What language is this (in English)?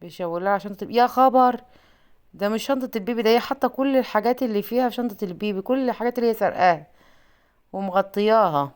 Egyptian Arabic